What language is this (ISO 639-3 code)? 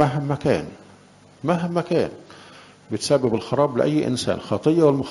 arz